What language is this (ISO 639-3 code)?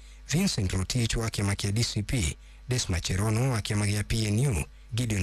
kik